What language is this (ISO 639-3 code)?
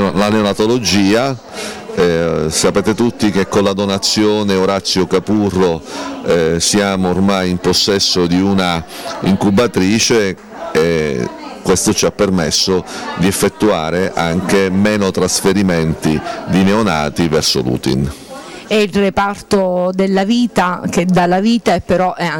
ita